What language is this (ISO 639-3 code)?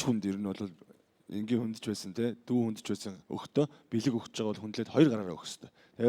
mon